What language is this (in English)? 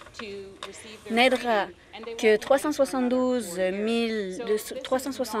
French